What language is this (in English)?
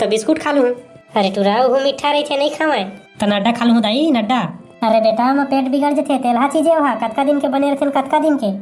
Chhattisgarhi